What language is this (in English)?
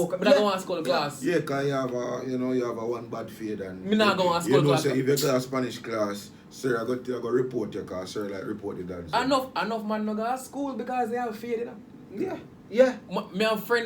Jamaican Creole English